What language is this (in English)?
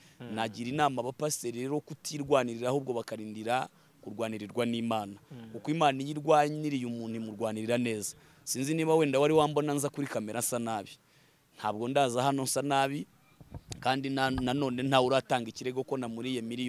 Kinyarwanda